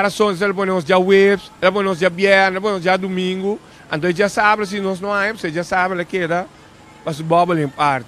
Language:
Papiamento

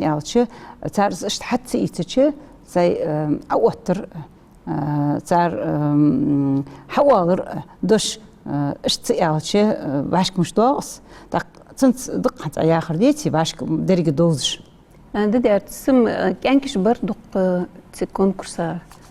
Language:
Ingush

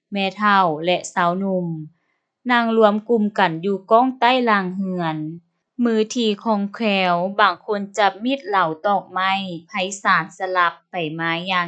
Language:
Lao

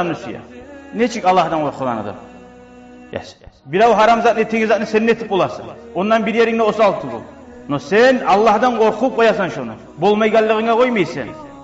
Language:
Kumyk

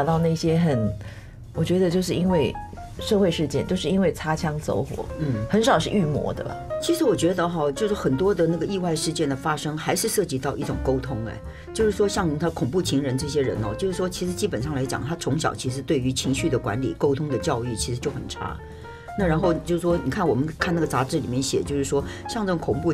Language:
Chinese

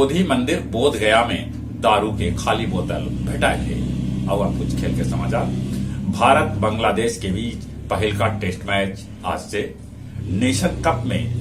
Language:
Magahi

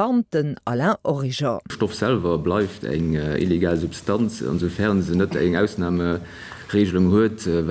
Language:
Luxembourgish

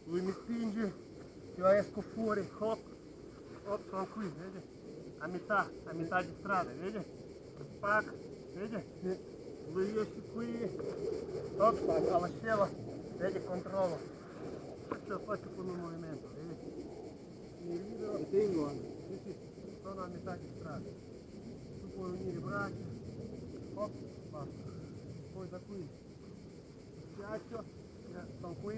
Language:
Italian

